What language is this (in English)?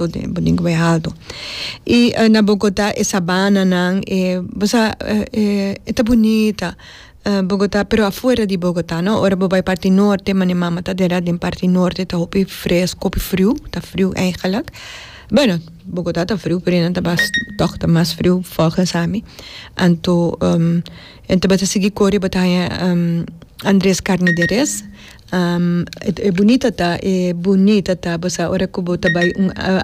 Papiamento